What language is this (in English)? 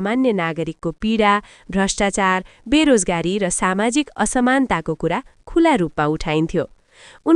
Nepali